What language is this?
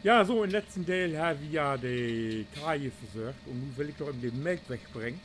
Low German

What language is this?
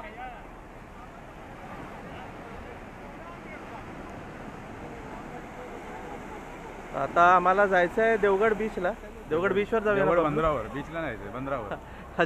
Marathi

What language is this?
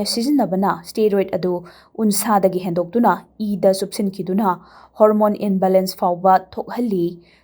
Manipuri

